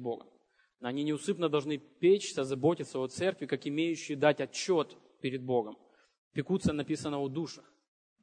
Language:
Russian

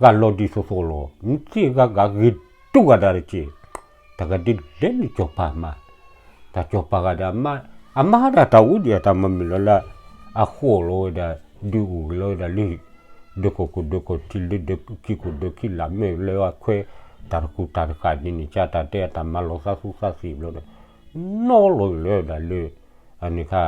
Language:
S'gaw Karen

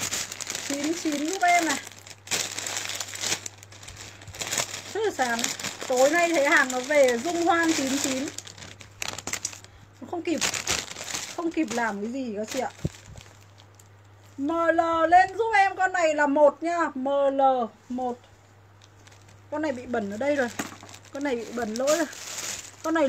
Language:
Vietnamese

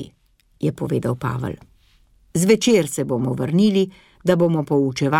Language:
Slovenian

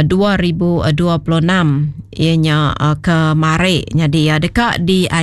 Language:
Iban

